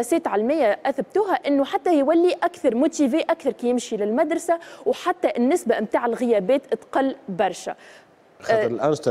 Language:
Tunisian Arabic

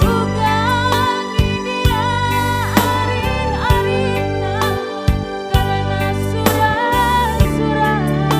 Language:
Batak Karo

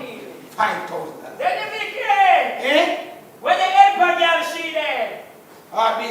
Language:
Jamaican Creole English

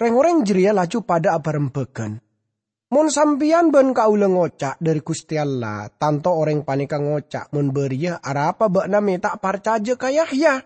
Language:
Madurese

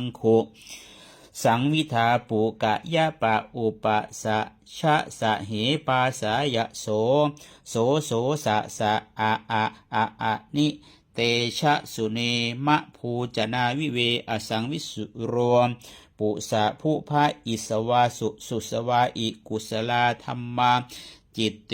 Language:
Pali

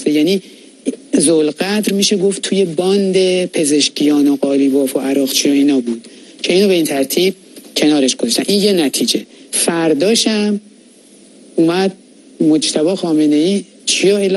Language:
Persian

